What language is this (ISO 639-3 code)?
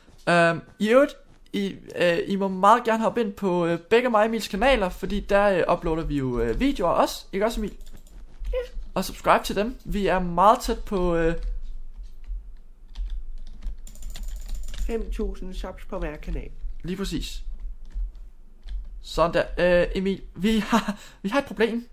dan